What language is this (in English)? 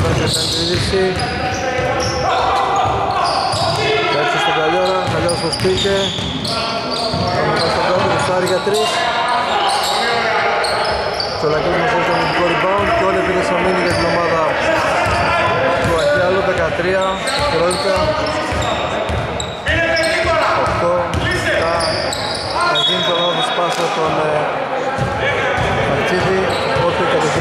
Greek